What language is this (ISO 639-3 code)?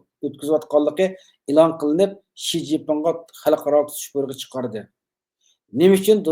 uig